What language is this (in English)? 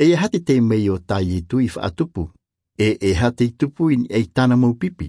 Tahitian